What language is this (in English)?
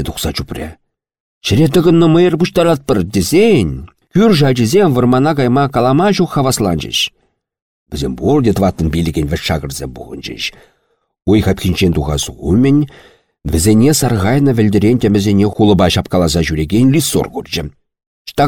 Chuvash